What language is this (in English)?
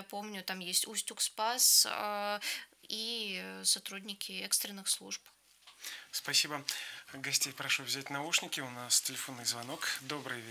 Russian